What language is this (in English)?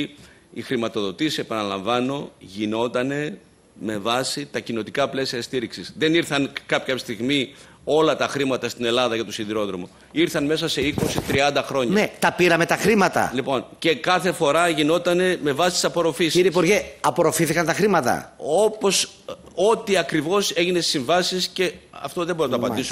Greek